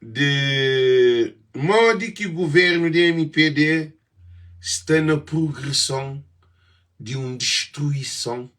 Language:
Kabuverdianu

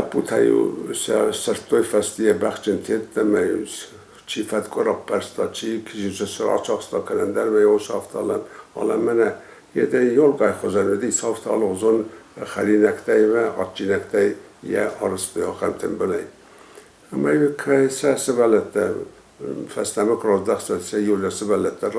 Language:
Ossetic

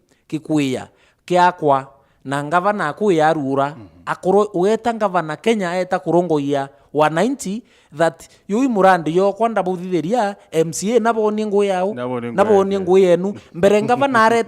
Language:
Meru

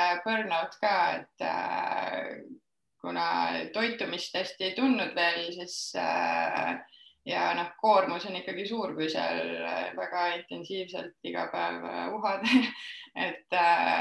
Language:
Estonian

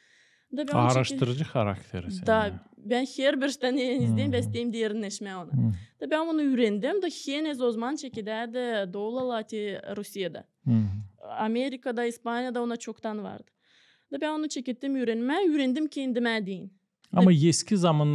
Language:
Gagauz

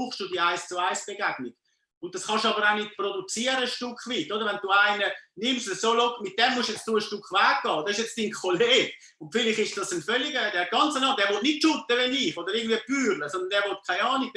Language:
Swiss German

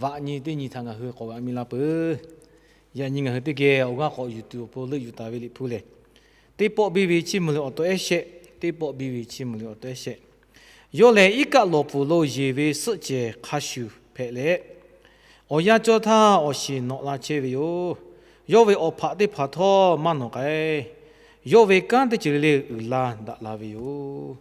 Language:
Lahu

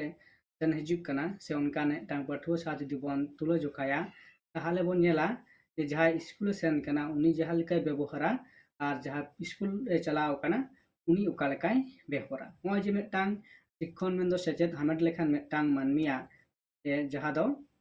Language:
Santali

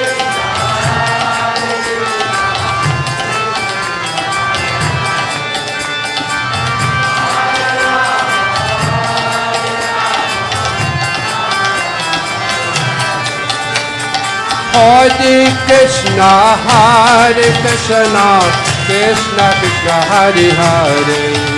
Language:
Hindi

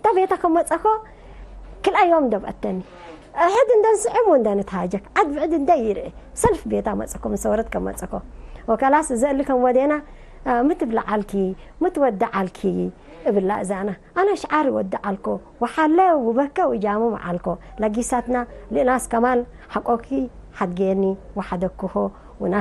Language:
Tigre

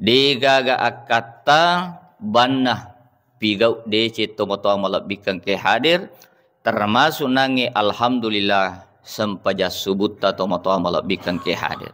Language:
Buginese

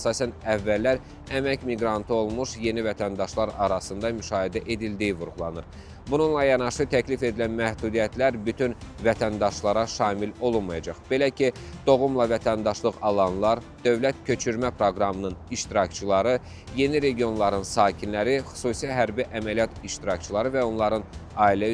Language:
Azerbaijani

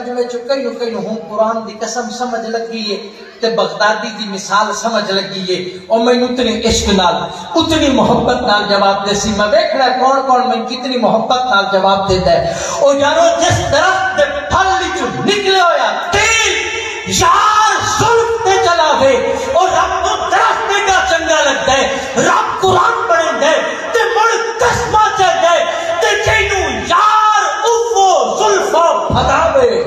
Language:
Saraiki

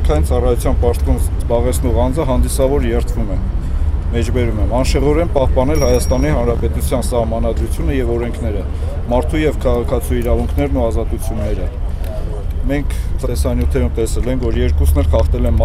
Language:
Armenian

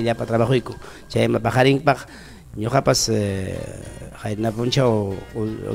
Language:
Ayacucho Quechua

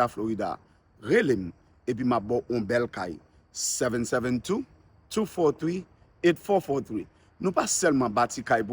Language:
Haitian Creole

